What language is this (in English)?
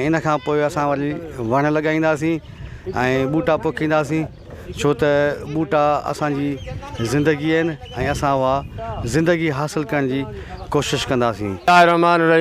Sindhi